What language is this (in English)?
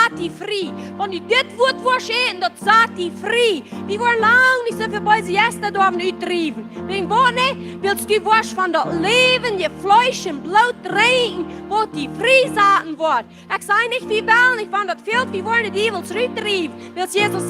Plautdietsch